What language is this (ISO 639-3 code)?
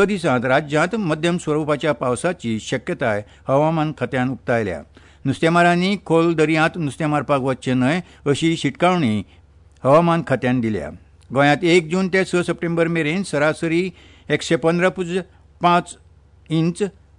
kok